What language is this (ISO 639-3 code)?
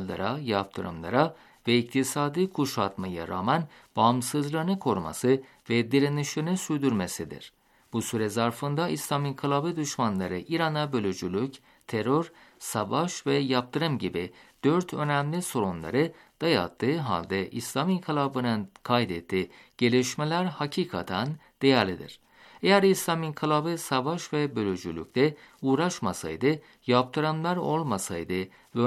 tur